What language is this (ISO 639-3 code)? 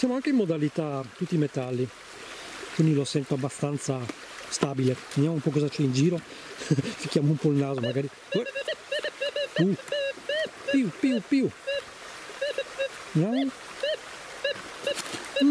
ita